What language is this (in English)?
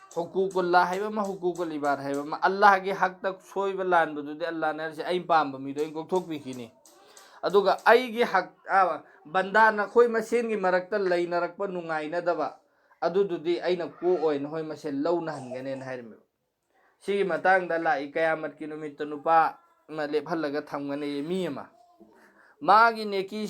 Manipuri